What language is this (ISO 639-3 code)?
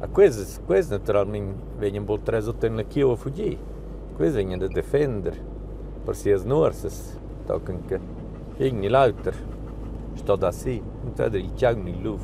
roh